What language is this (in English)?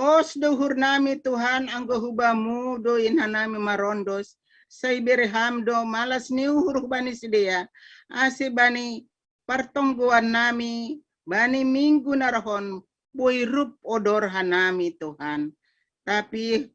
Batak Simalungun